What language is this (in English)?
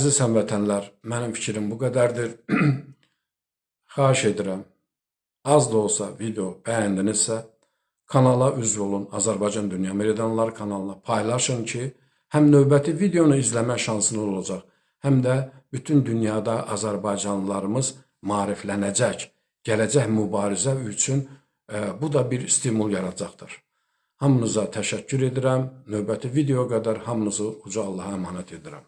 Azerbaijani